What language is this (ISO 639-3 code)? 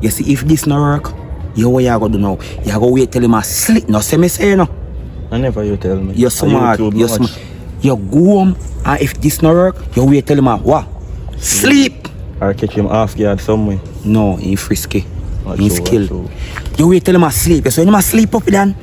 jam